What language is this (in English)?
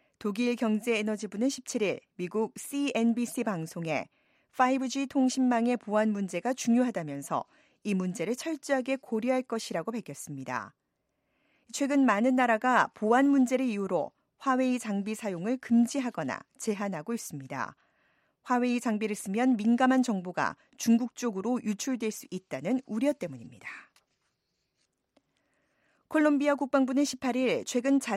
Korean